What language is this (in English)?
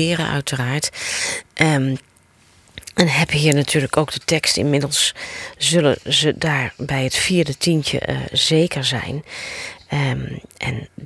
Dutch